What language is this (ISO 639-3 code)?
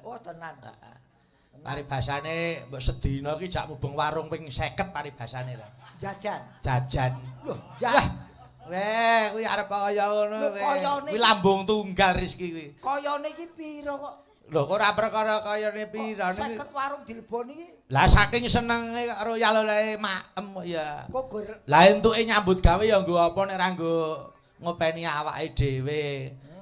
jav